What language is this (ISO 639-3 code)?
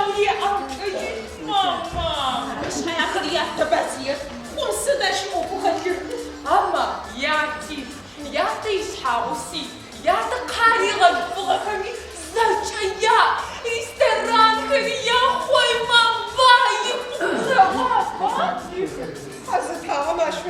ady